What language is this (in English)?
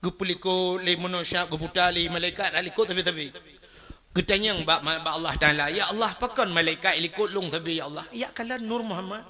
Achinese